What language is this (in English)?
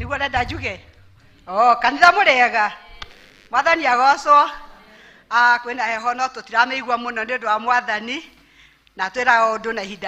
Kikuyu